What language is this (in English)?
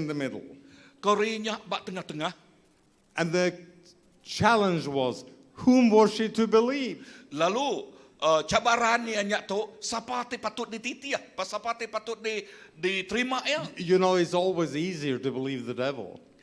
Iban